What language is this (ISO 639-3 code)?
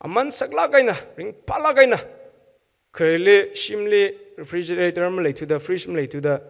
nmf